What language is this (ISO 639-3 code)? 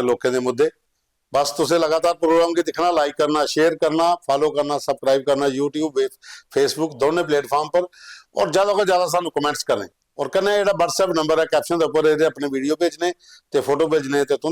doi